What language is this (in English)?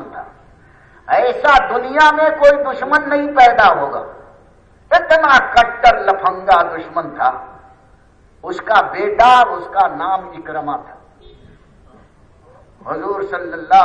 Urdu